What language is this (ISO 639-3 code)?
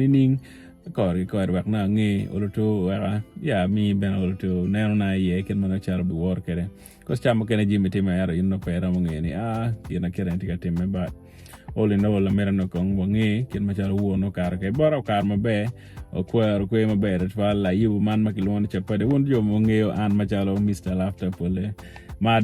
ach